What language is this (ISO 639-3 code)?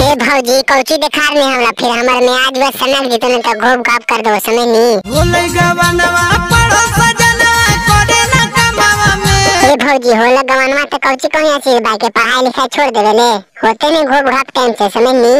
mag